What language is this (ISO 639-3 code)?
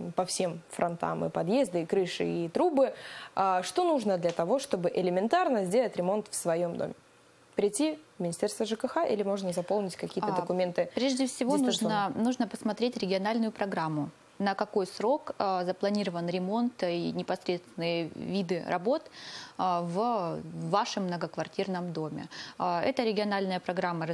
rus